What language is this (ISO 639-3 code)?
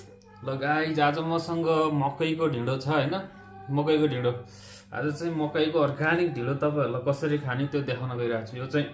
nep